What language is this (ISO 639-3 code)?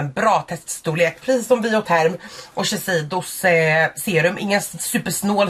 swe